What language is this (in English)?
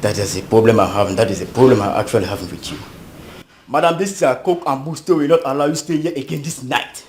Nigerian Pidgin